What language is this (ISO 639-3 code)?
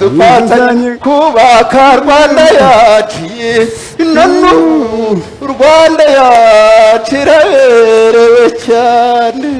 kin